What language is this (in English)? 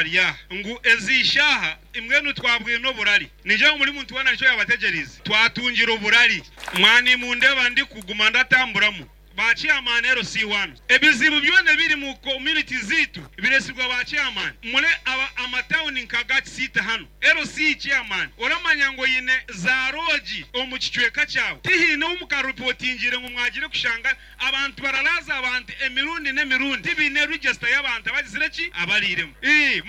Nyoro